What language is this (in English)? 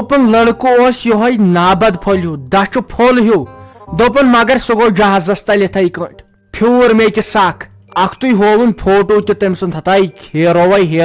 Kashmiri